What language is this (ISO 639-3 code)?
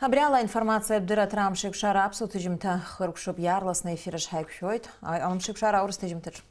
abk